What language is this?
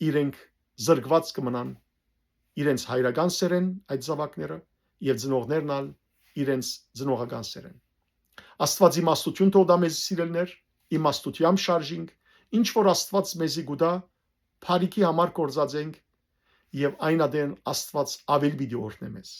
Western Armenian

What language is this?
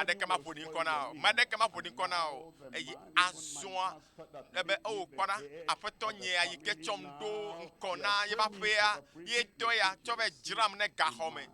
Ewe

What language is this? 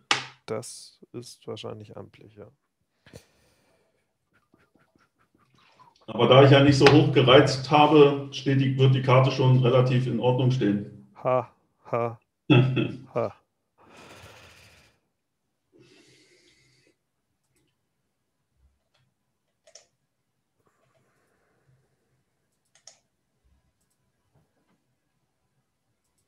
German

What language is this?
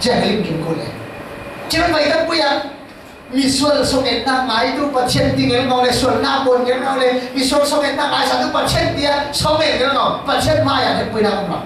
Falam Chin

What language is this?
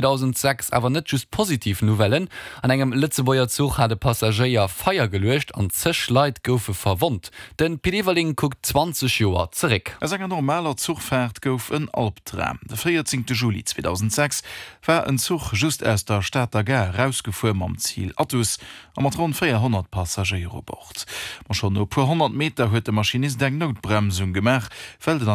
Luxembourgish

